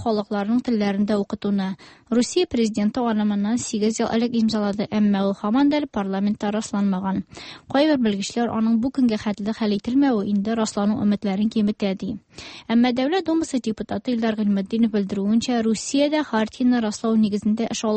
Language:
Tatar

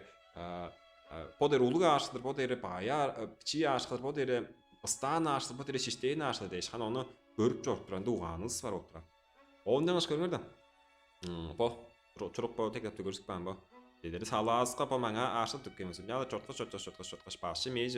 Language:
Tuvinian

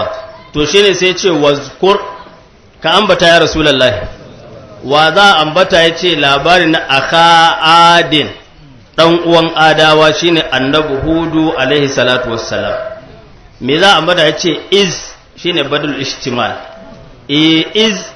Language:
Hausa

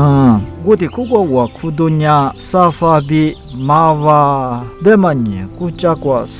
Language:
Lisu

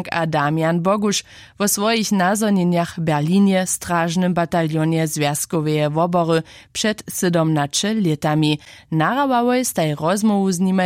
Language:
Upper Sorbian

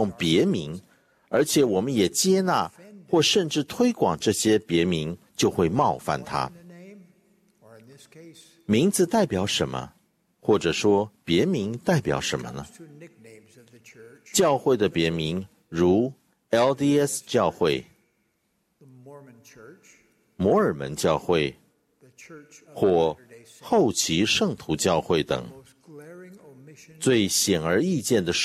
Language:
Chinese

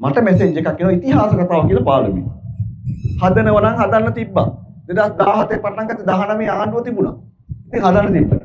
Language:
Sinhala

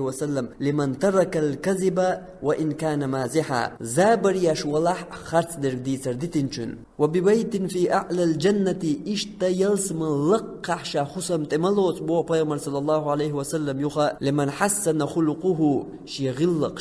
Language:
Chechen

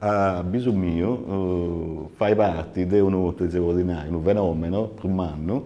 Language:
Sardinian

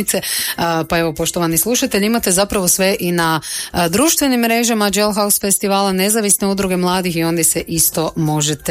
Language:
Croatian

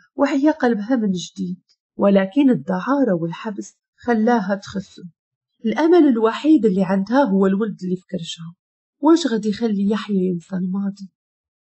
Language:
Moroccan Arabic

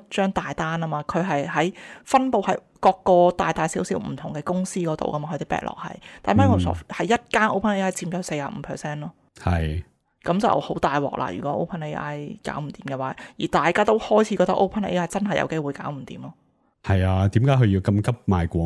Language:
Cantonese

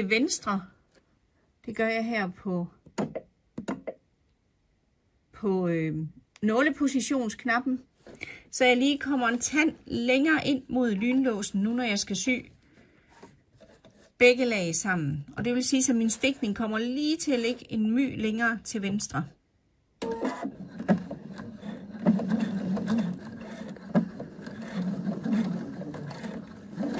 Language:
Danish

